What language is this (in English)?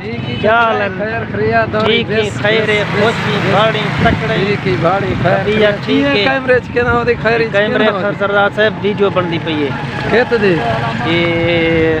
Saraiki